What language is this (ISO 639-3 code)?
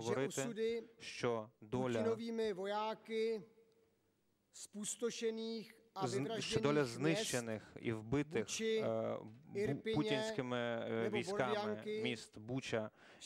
ukr